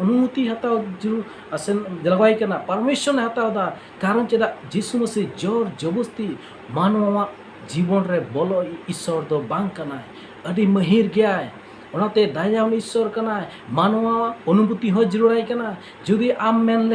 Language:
Santali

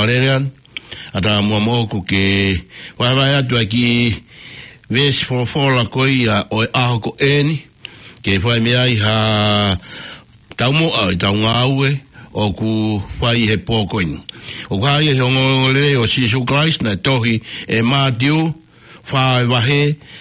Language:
Tongan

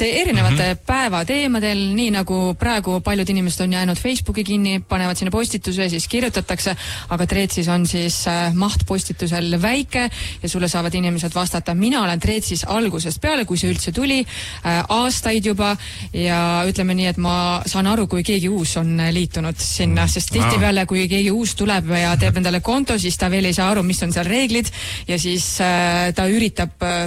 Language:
Estonian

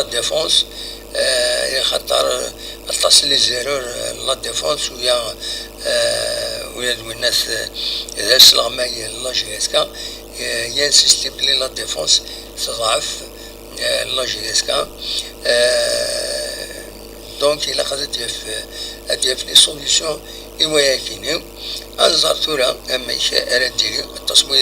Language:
Kabyle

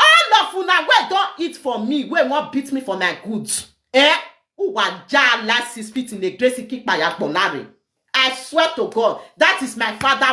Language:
Nigerian Pidgin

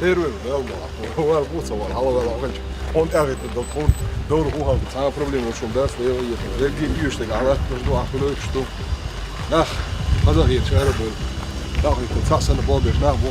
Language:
Chechen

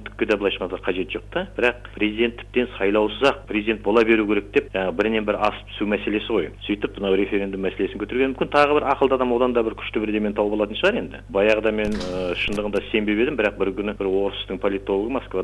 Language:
Kazakh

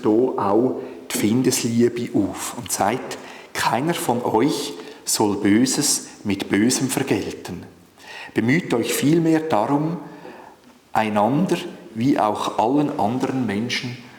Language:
Swiss German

